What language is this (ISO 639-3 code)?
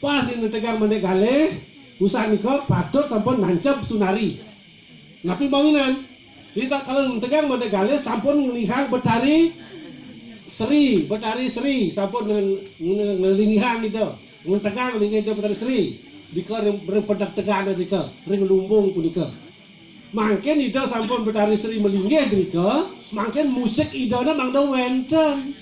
ban